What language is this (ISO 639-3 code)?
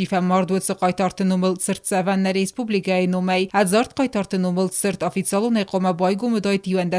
oss